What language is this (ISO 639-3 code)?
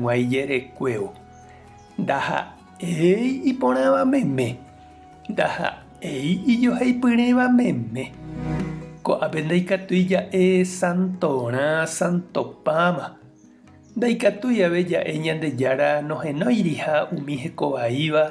grn